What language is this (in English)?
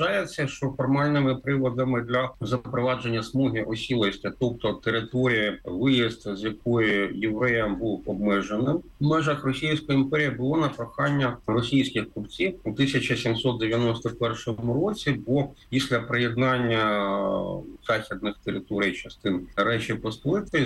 Ukrainian